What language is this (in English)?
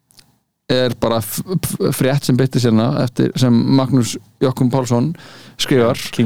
Icelandic